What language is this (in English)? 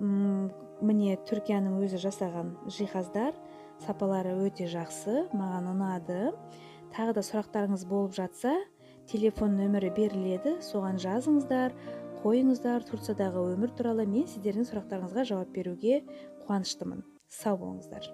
Kazakh